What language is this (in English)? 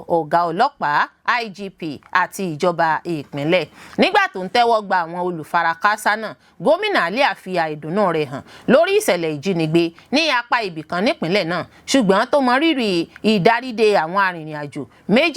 Yoruba